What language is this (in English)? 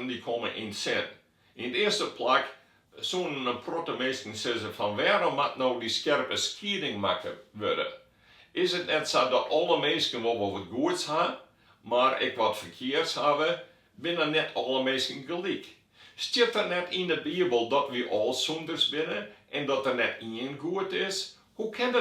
Western Frisian